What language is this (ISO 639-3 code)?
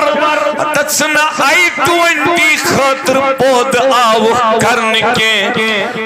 kas